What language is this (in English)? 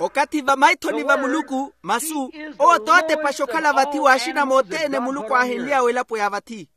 Makhuwa